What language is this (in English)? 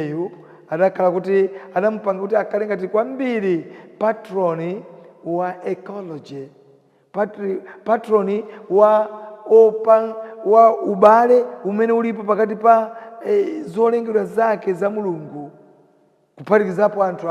Nyanja